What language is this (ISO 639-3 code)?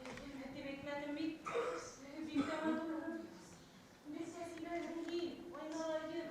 bak